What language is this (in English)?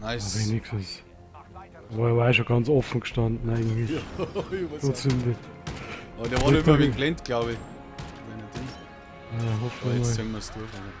Bavarian